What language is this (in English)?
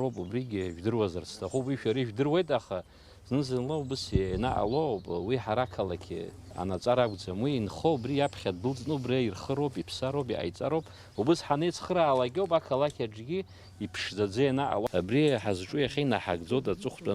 Abkhazian